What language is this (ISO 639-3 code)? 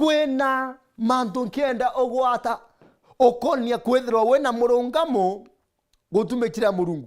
mer